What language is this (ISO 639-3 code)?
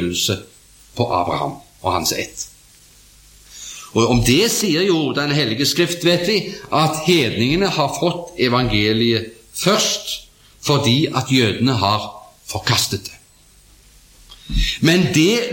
nor